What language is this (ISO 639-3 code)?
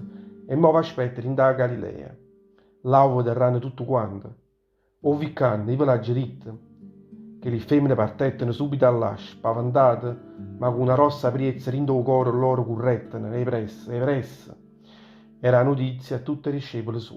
nap